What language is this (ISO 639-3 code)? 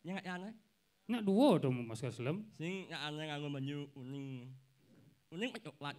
ban